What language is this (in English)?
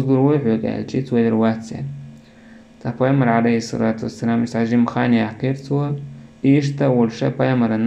Chechen